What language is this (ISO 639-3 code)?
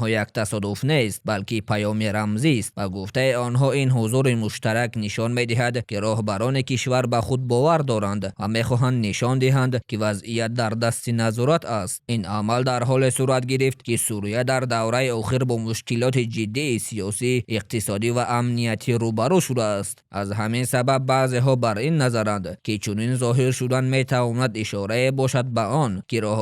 tgk